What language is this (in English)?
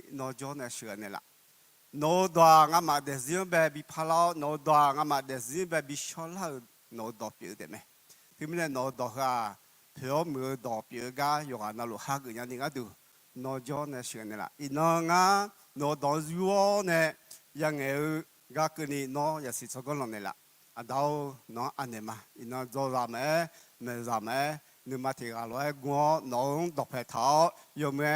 Akha